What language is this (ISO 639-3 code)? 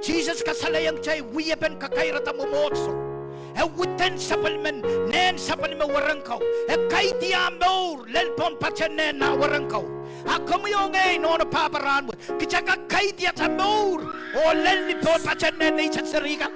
pon